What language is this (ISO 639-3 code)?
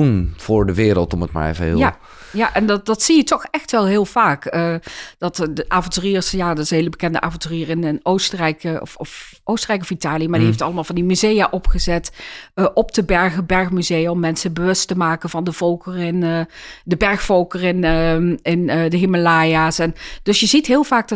nld